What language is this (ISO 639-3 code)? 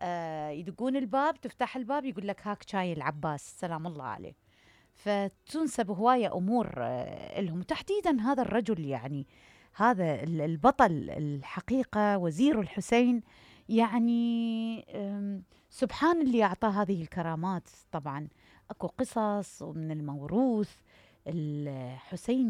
acm